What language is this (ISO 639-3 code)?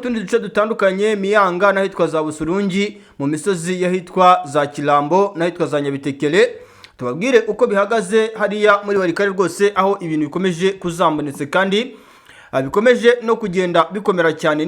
kin